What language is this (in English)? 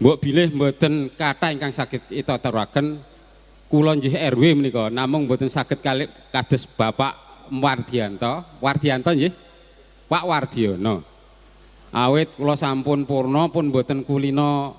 Javanese